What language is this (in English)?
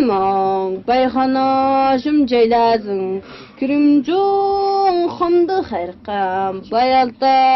Tuvinian